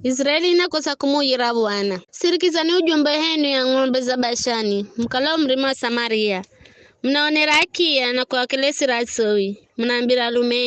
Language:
Giryama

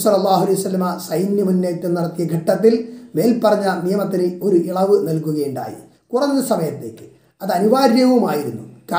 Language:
Malayalam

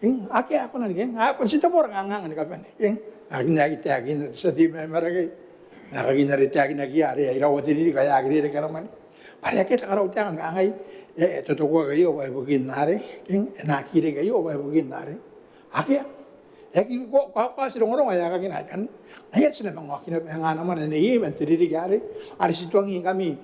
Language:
Gilbertese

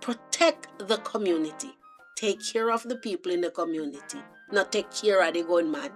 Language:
Jamaican Creole English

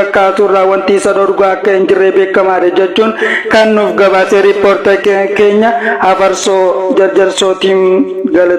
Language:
Oromo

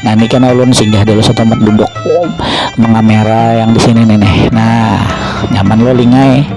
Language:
Banjar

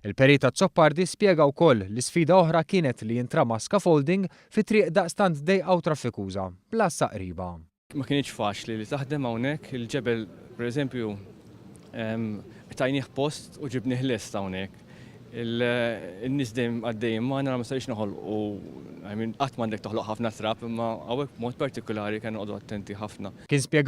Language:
Maltese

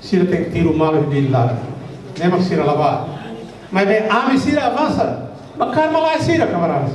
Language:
Tetum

